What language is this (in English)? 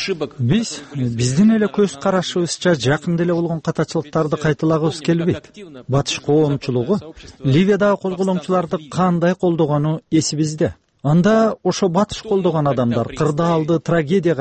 Kyrgyz